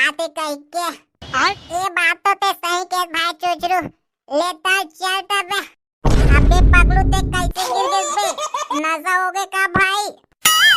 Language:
Chhattisgarhi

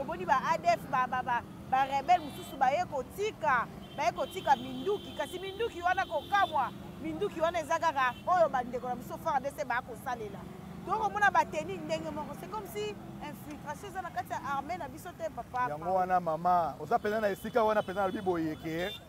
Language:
Lingala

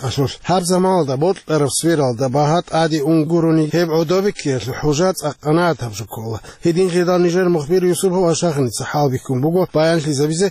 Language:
Avaric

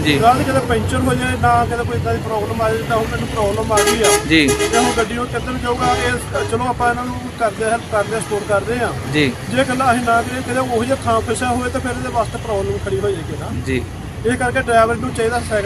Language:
Punjabi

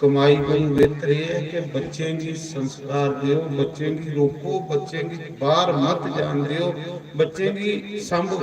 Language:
Dogri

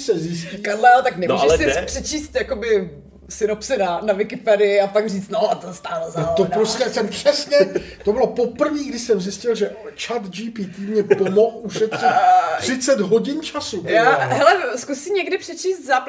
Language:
Czech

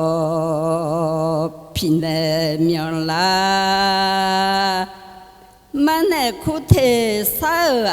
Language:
Akha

